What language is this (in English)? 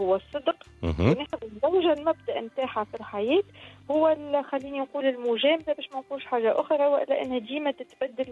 Tunisian Arabic